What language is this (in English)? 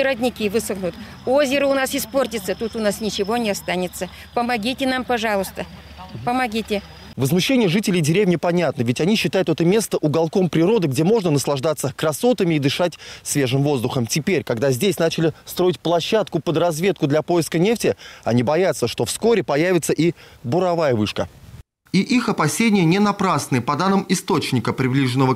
Russian